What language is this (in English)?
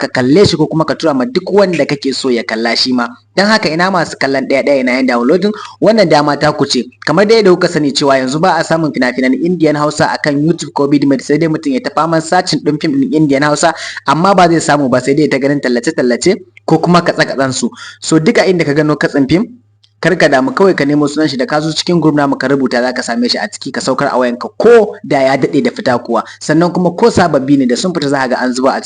Hausa